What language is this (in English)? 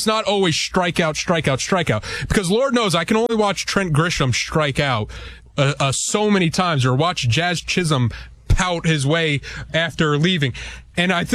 English